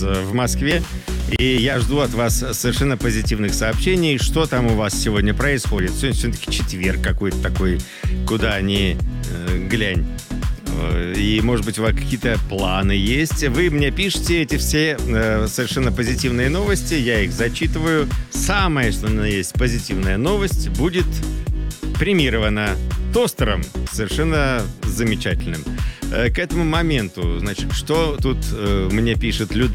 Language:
Russian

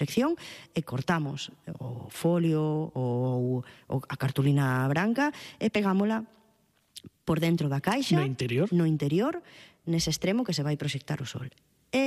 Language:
Galician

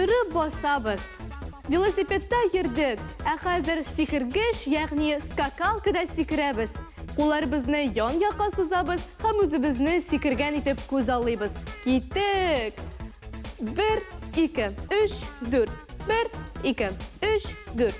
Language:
Tatar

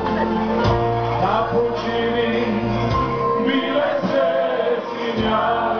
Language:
Croatian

